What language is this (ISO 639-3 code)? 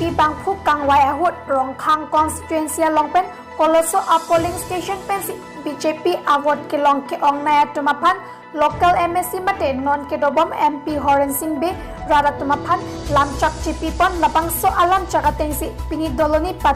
mjw